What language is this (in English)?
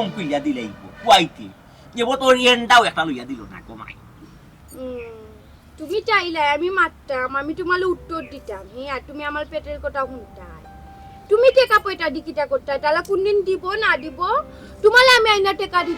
Sylheti